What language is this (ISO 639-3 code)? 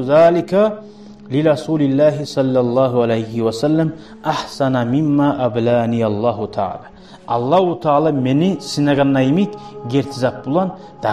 kum